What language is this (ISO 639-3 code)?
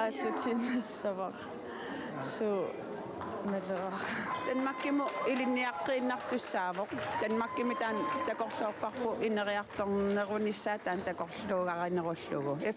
kal